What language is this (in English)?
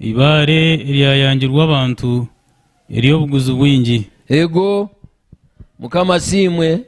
Nyankole